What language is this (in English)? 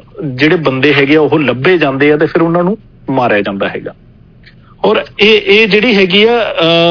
Punjabi